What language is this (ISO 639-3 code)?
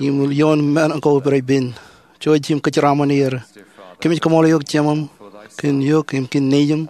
mah